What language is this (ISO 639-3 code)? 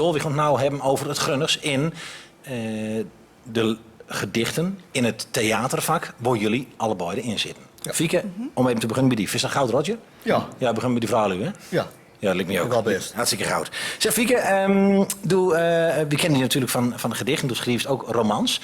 gos